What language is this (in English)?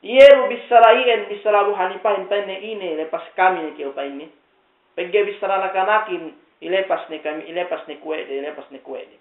Yakan